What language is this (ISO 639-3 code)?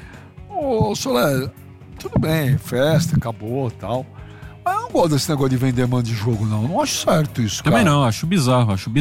por